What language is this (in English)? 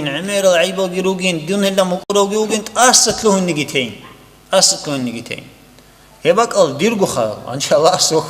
Avaric